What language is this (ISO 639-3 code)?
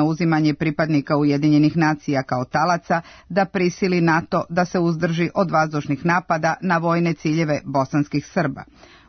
srp